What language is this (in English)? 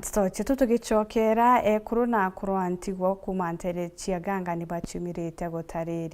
Meru